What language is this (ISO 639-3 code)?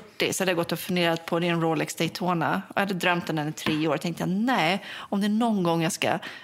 swe